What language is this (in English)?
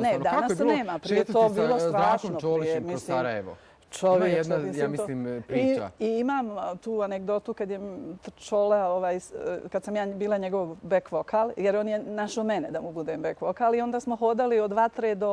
Bosnian